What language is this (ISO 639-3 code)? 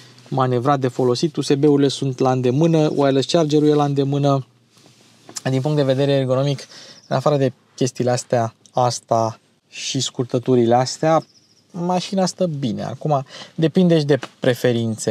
ron